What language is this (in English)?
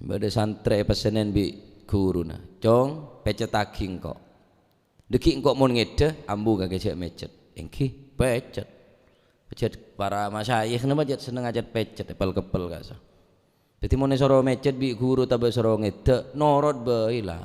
Madurese